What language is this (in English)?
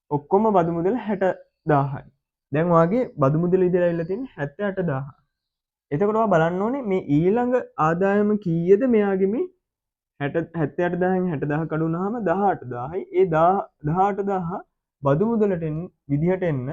Sinhala